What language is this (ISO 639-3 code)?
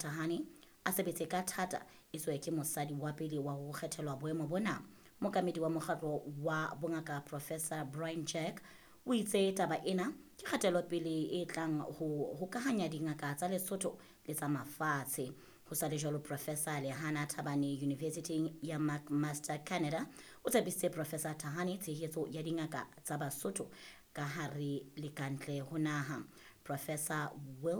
sot